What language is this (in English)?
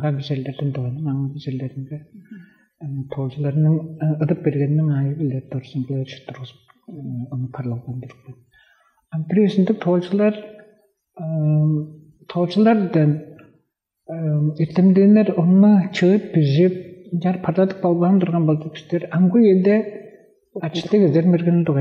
Tuvinian